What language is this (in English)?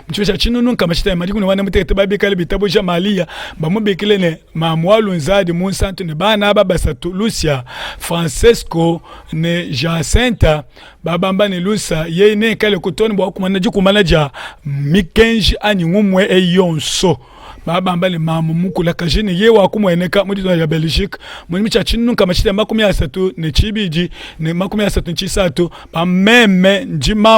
Luba-Lulua